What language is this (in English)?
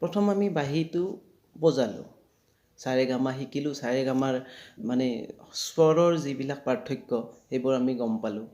Assamese